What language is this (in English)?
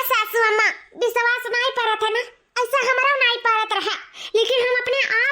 Awadhi